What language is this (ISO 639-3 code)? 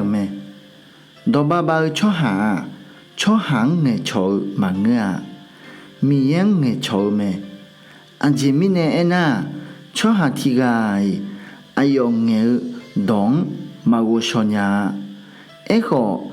ahk